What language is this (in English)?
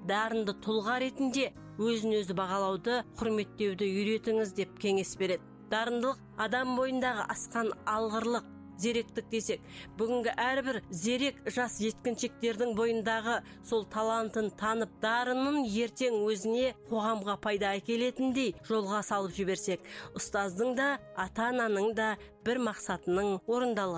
Kazakh